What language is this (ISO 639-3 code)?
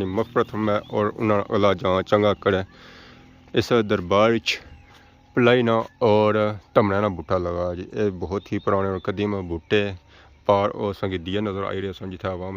phr